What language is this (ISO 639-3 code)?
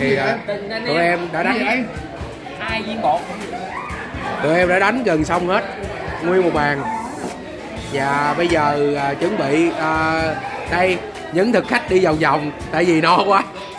vie